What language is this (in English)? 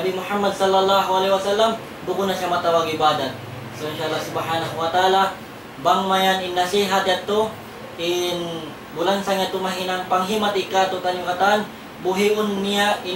Tausug